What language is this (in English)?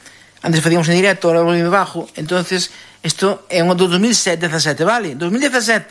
Galician